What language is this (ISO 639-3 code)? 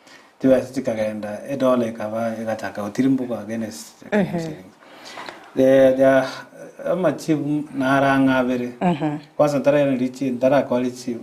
guz